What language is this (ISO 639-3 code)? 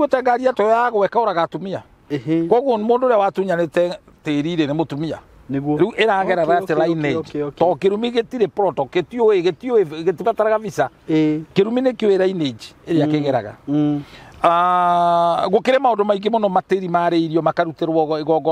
kik